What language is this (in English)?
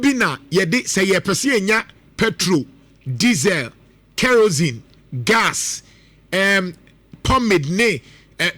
Akan